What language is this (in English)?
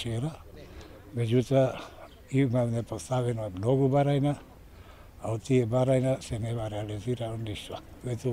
Macedonian